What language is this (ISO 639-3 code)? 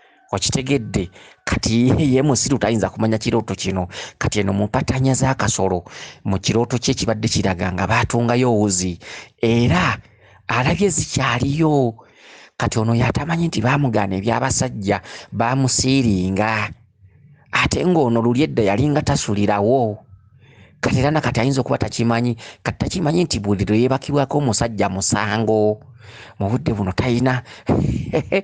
lug